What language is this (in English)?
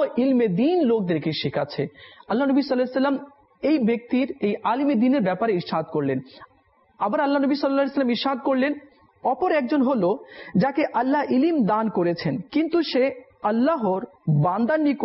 Bangla